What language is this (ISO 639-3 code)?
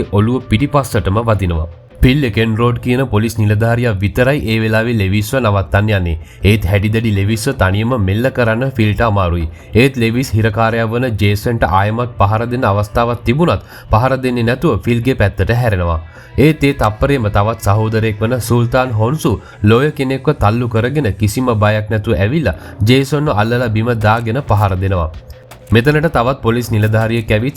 sin